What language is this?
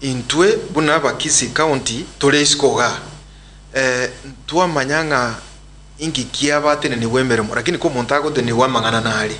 Gusii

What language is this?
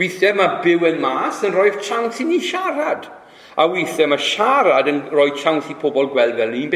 Welsh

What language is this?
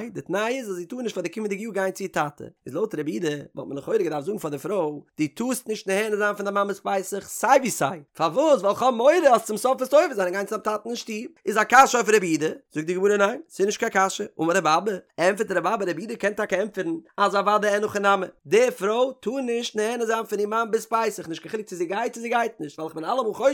Yiddish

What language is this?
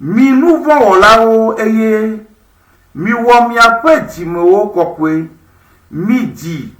Ewe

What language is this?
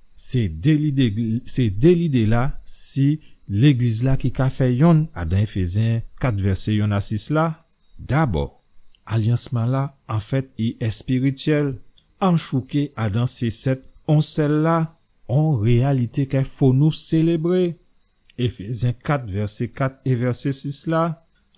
Guadeloupean Creole French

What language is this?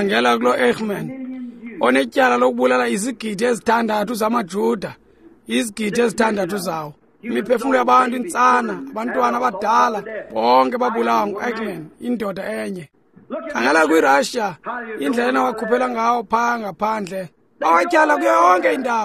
Xhosa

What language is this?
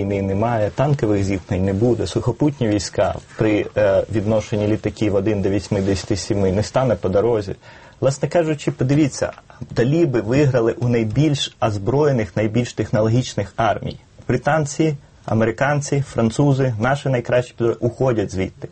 Ukrainian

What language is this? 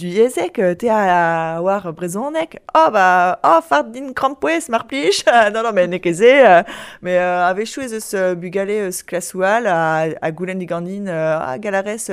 Breton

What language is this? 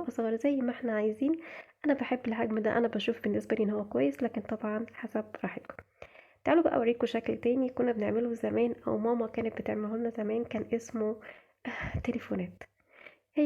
Egyptian Arabic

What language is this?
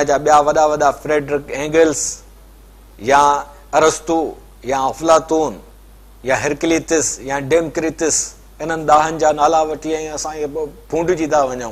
Sindhi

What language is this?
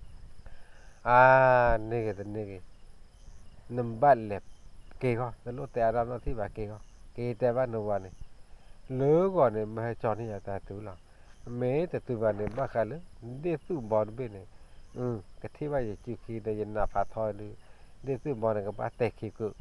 S'gaw Karen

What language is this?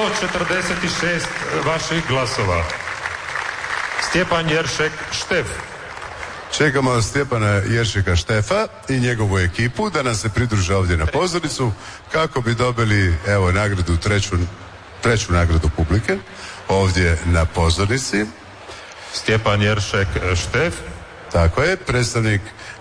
Croatian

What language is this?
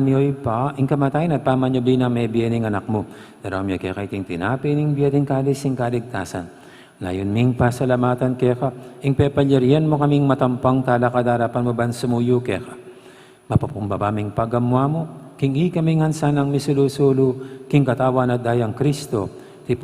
Pampanga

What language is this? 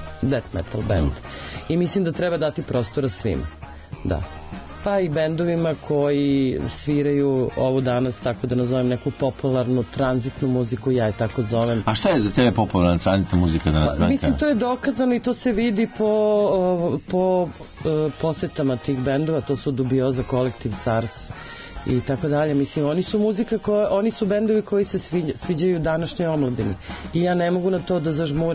Serbian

